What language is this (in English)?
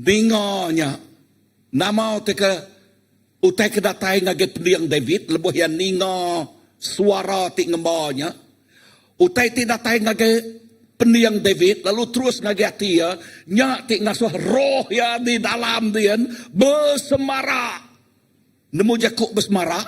Iban